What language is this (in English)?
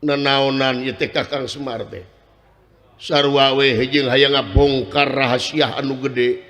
Sundanese